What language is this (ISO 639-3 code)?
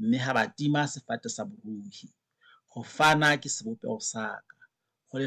sot